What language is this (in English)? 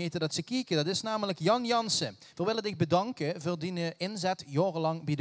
Limburgish